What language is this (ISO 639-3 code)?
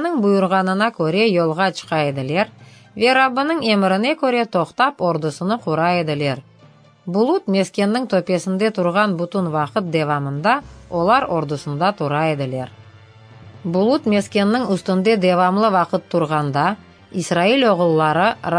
crh